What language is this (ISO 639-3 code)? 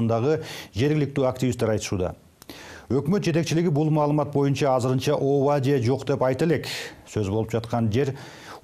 kir